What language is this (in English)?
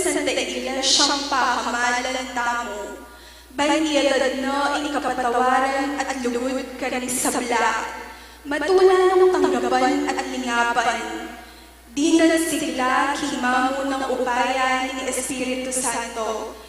Pampanga